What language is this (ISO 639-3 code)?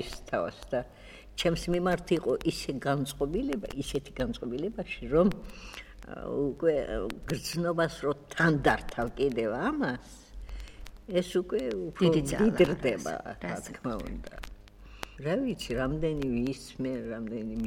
kat